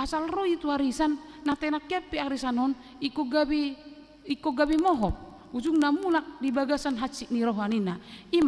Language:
Batak Toba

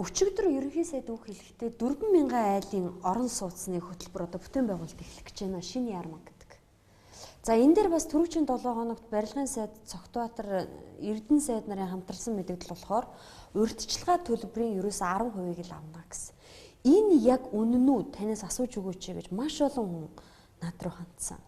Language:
Mongolian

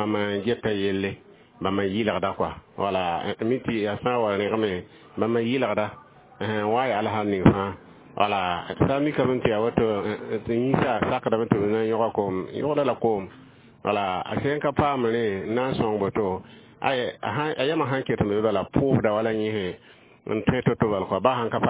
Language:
Mossi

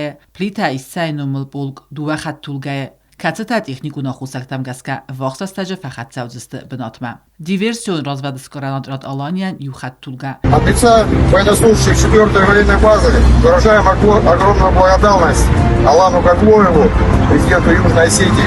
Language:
Ossetic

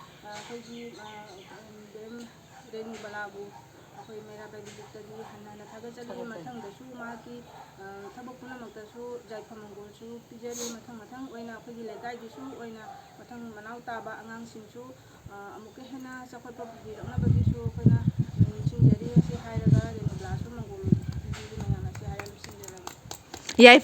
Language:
Manipuri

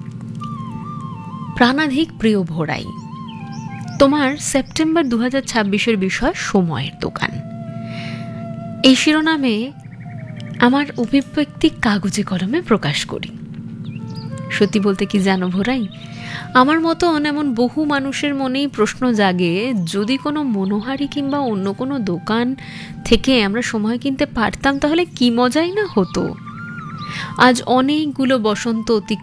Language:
Bangla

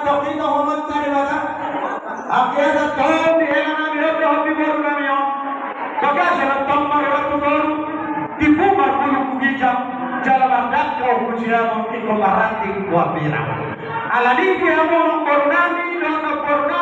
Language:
Batak Toba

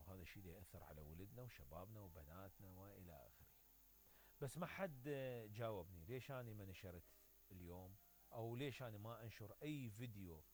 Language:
Mesopotamian Arabic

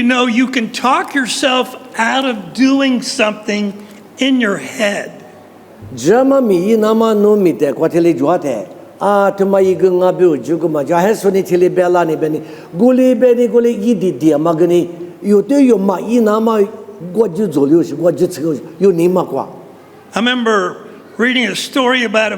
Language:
Lisu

